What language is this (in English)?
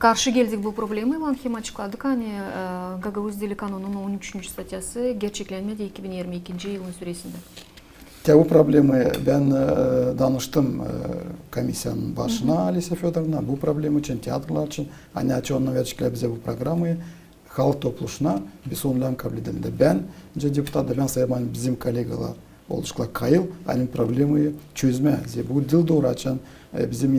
Gagauz